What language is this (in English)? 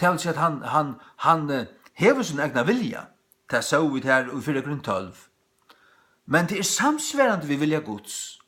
Faroese